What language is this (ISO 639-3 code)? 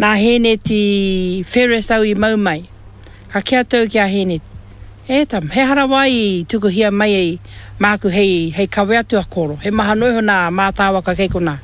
mri